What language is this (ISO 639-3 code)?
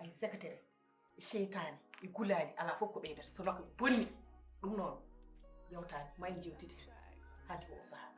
ful